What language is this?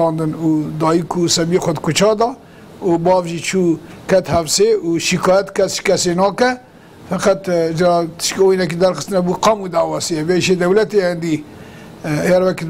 Kurdish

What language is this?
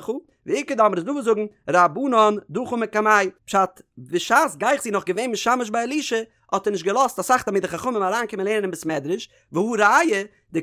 Yiddish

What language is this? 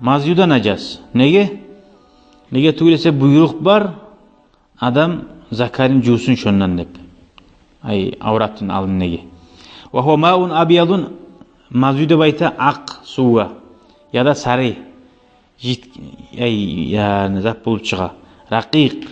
Kumyk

